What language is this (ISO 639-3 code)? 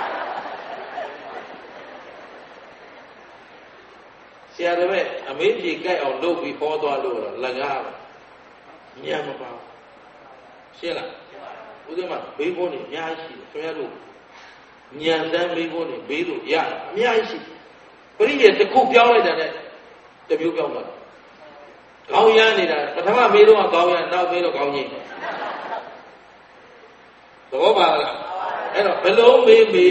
mya